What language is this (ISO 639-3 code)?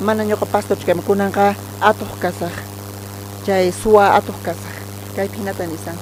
quh